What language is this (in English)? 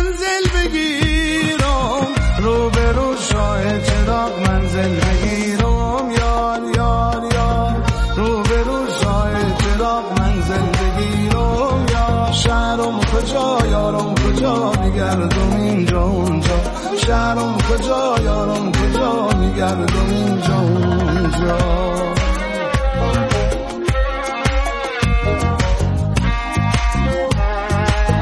Persian